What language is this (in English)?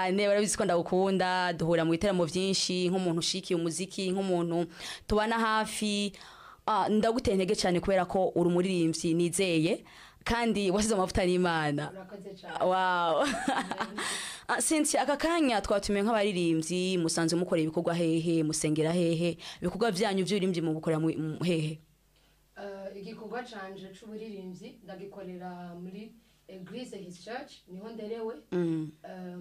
Rundi